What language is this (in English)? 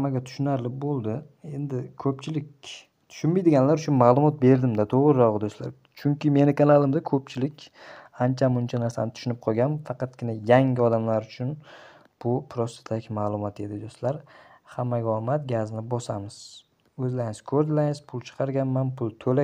Uzbek